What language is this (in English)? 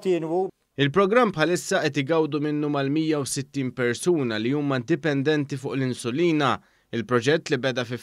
Maltese